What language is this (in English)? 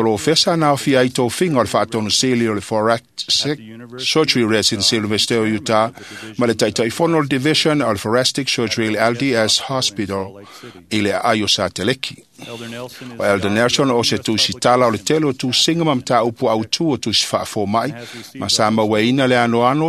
Samoan